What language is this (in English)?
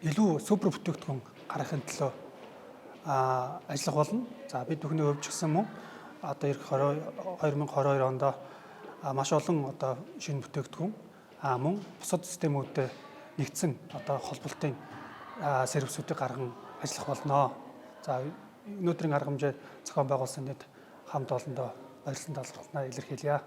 Mongolian